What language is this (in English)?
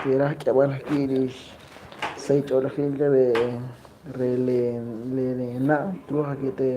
Kekchí